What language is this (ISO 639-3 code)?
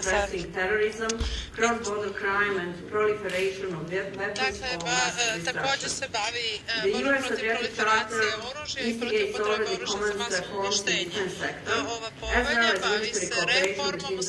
hrv